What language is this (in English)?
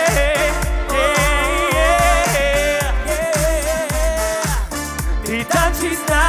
Czech